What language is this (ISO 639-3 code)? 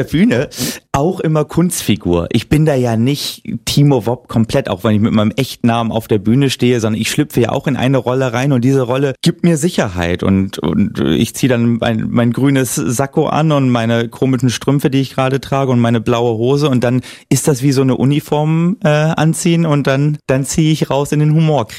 deu